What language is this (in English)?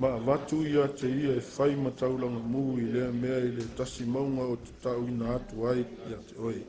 Samoan